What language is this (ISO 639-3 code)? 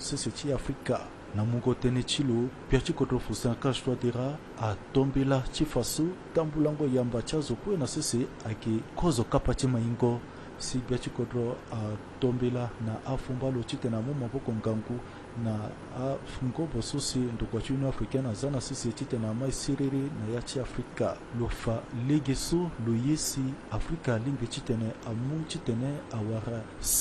sag